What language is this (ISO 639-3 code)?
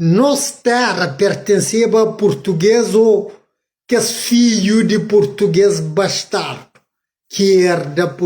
kea